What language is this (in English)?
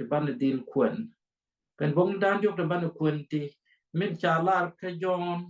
Nuer